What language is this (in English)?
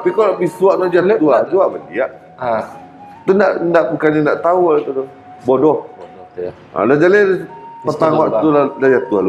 Minangkabau